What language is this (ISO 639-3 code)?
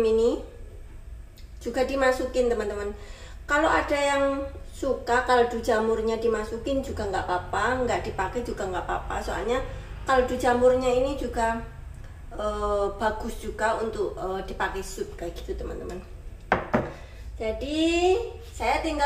ind